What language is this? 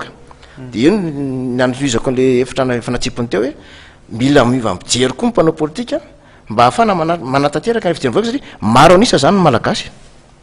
Malagasy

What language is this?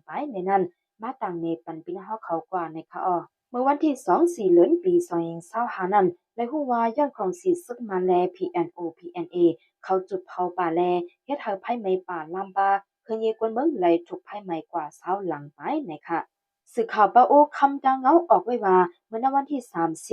Shan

